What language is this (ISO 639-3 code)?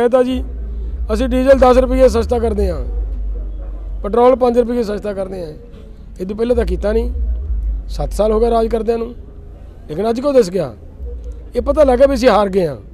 pan